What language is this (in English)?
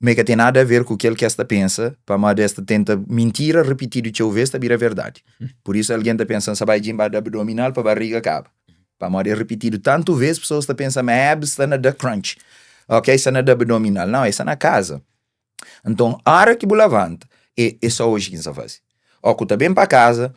Kabuverdianu